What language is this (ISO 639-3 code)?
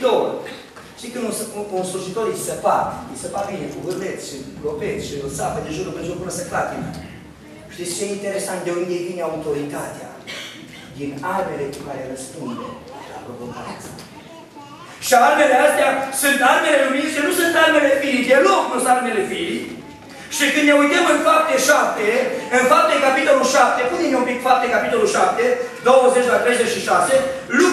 ron